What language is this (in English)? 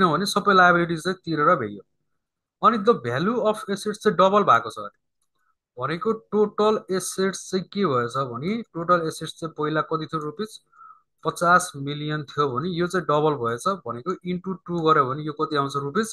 Nepali